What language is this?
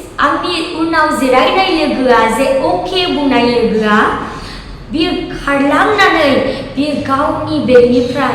Bodo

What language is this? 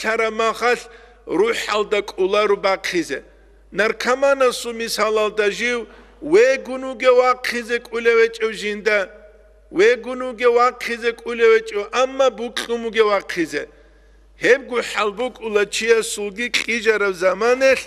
Avaric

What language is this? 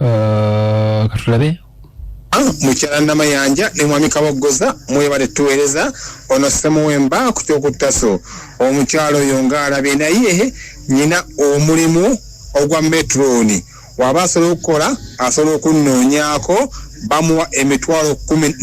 Ganda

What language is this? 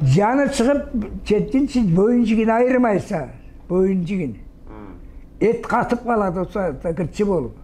Karachay-Balkar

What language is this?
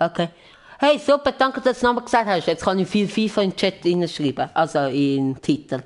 Swiss German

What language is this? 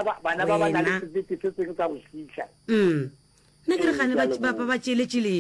Northern Sotho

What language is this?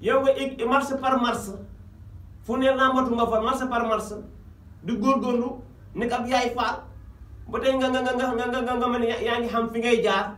Wolof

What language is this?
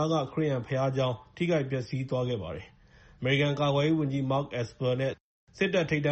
Burmese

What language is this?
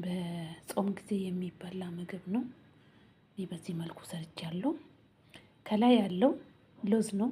Amharic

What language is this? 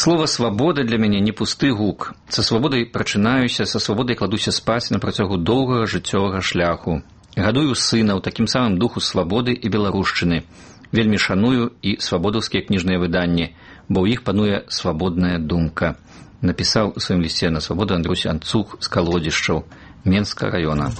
Belarusian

